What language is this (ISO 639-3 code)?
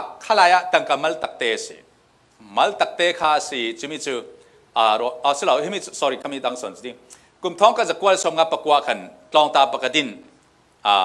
cfm